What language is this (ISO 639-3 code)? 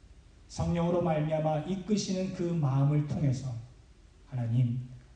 kor